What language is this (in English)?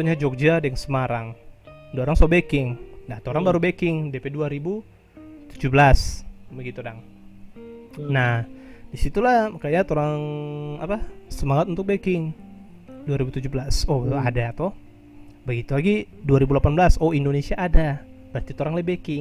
Manado Malay